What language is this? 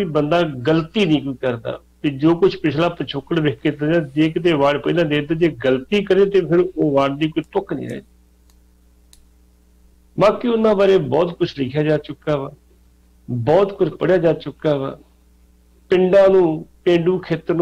Punjabi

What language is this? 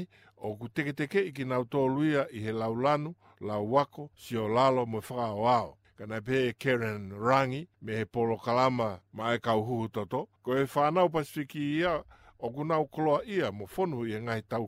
Tongan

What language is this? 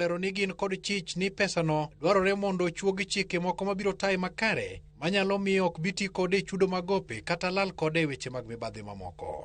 Luo (Kenya and Tanzania)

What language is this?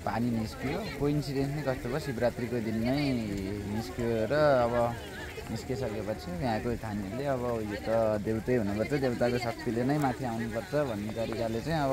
Nepali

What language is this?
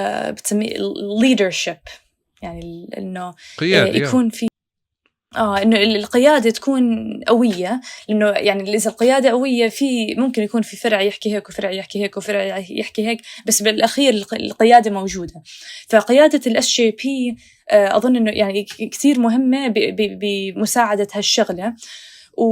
North Levantine Arabic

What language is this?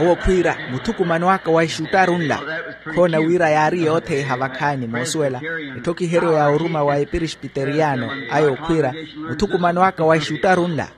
Makhuwa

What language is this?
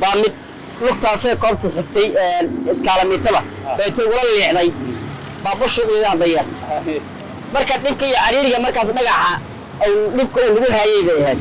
Somali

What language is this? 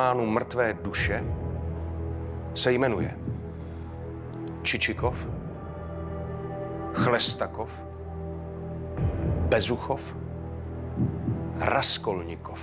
Czech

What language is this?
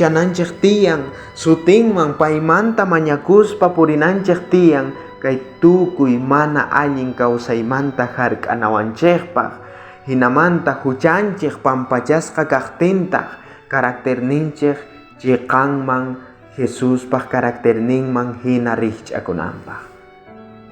South Bolivian Quechua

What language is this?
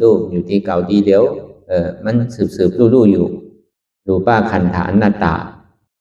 Shan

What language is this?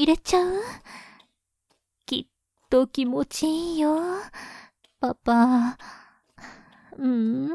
Japanese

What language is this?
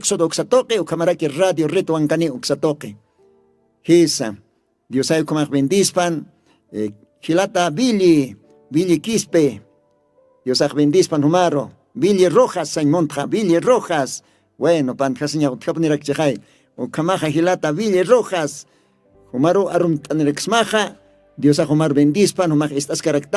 Aymara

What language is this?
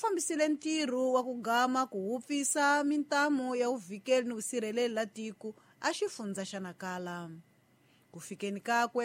Tsonga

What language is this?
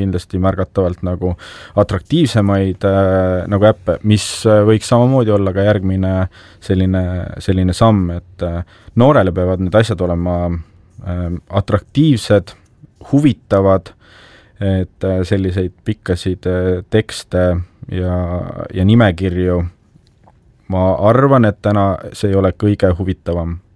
Estonian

